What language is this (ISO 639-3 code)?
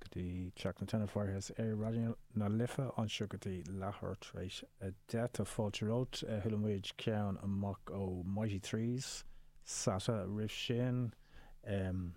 gle